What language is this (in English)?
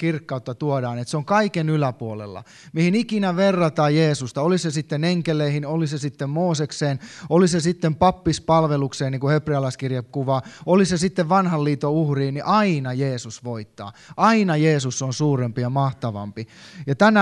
Finnish